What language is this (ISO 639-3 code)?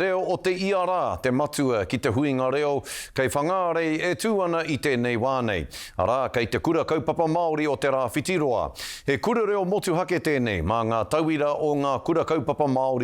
mri